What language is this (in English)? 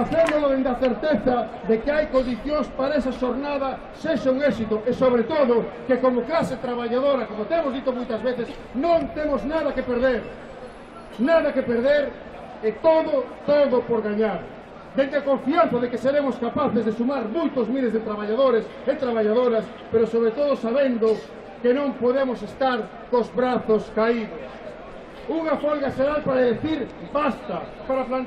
Galician